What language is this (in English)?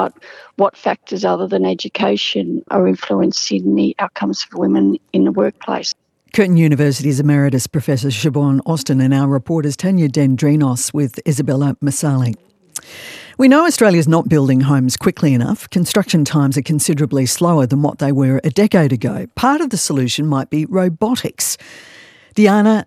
English